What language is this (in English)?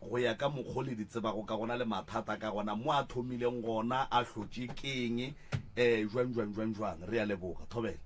Northern Sotho